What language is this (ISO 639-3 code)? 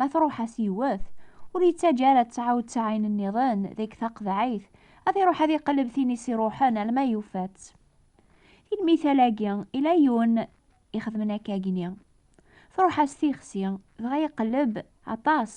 kab